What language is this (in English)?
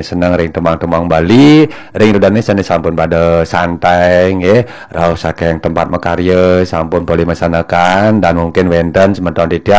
Balinese